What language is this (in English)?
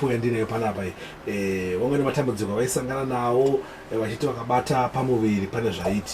Shona